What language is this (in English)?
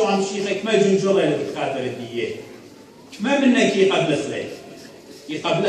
Assyrian Neo-Aramaic